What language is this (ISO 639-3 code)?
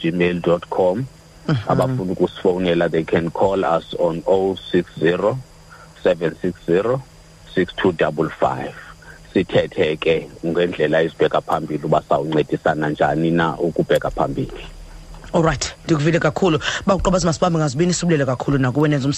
xho